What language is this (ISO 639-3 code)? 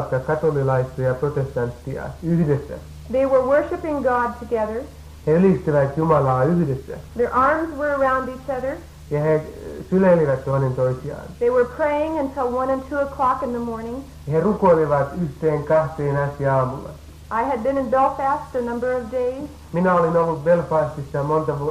fin